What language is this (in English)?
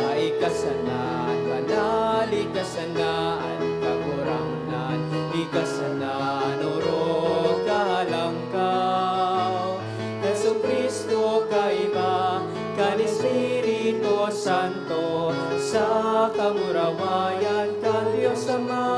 Bikol